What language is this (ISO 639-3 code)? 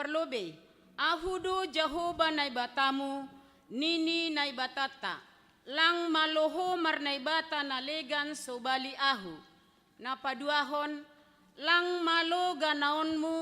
bts